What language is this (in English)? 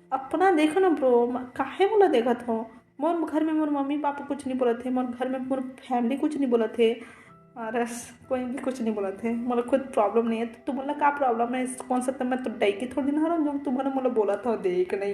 Chhattisgarhi